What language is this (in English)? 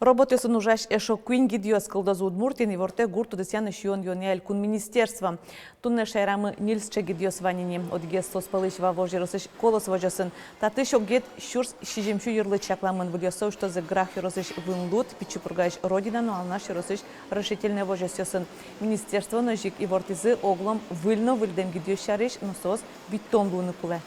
Udmurt